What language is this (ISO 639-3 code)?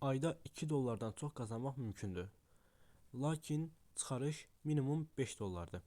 aze